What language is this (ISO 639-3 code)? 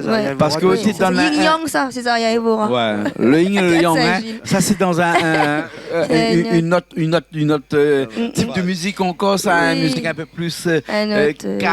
rcf